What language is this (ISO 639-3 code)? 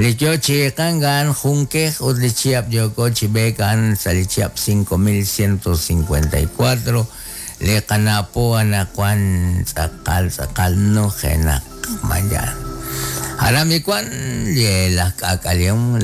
kek